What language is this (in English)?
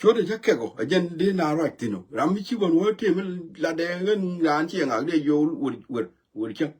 Nuer